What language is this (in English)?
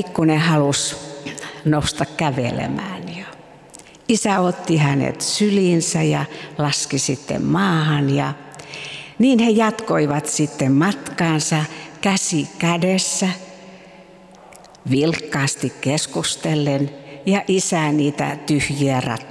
Finnish